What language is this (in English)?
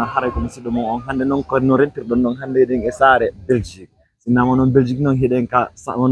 Fula